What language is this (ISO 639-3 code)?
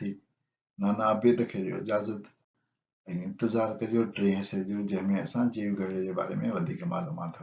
snd